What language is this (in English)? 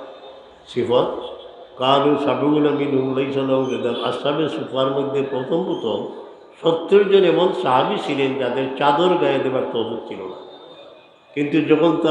Sylheti